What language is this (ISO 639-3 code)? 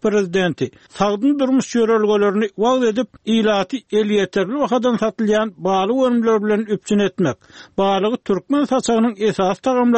tuk